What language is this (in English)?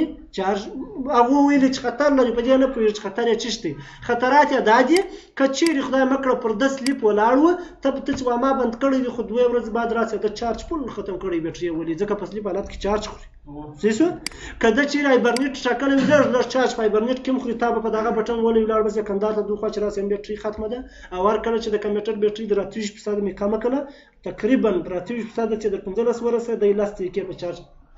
Pashto